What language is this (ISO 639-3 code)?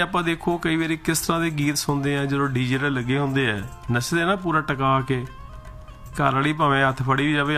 pan